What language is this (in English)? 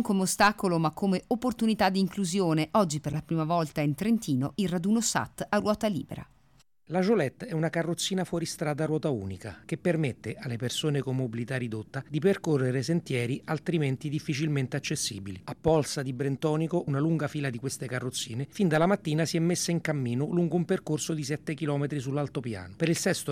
Italian